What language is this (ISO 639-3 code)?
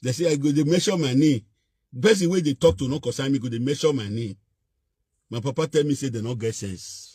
pcm